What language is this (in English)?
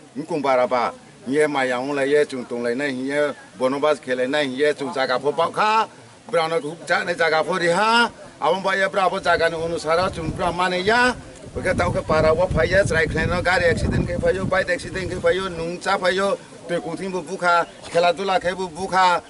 Kok Borok